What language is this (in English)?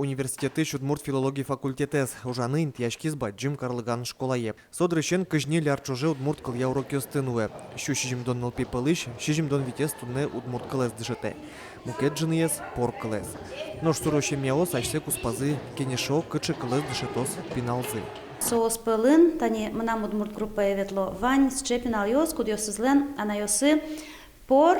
Udmurt